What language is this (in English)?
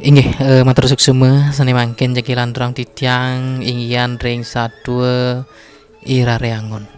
Balinese